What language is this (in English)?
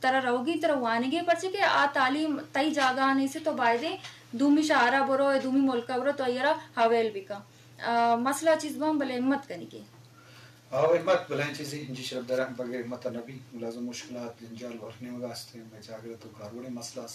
Eastern Balochi